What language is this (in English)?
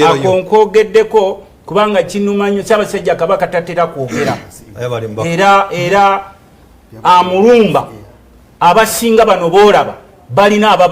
Ganda